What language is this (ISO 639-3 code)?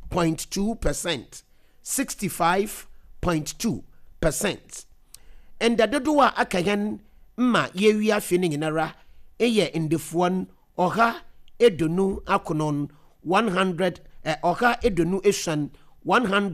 aka